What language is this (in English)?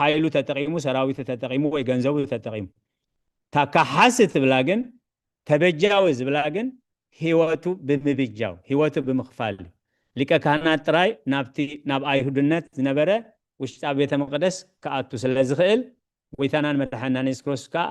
Tigrinya